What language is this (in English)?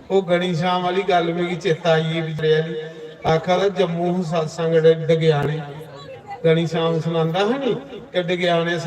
Dogri